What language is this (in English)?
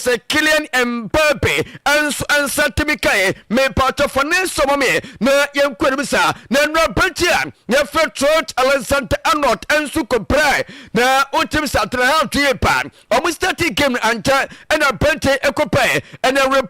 Akan